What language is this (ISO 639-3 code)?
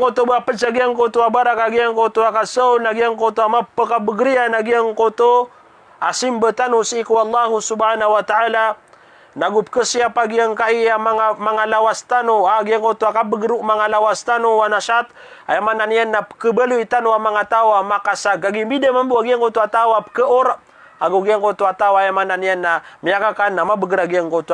mrw